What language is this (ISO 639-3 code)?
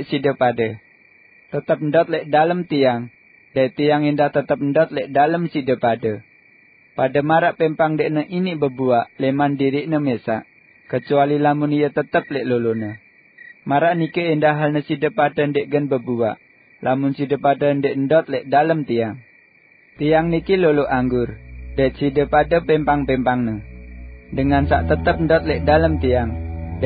sas